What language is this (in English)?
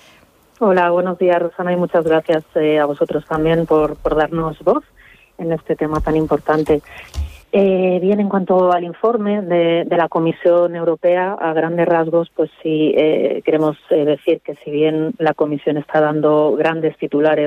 Spanish